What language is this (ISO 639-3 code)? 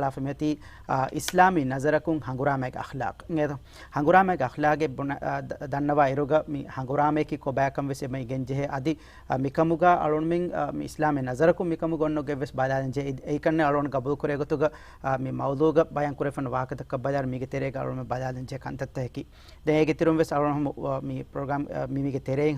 div